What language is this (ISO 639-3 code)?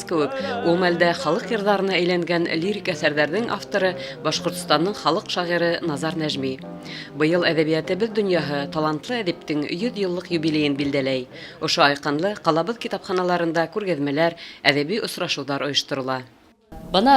bak